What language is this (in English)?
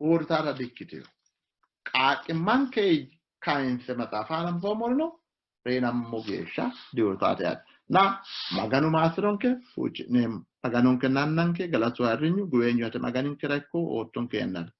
Sidamo